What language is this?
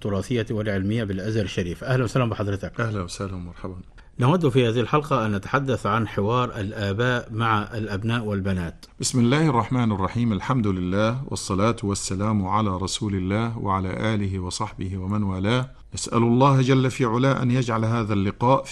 Arabic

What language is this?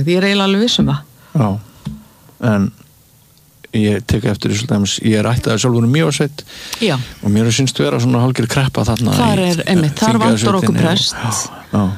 Icelandic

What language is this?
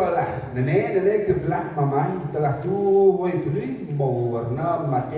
Central Mnong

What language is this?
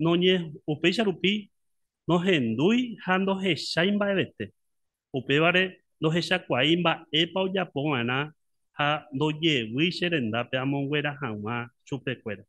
Guarani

